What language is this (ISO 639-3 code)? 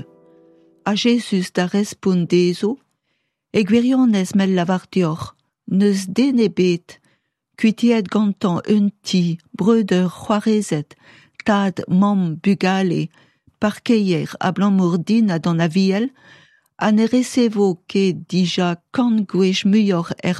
bre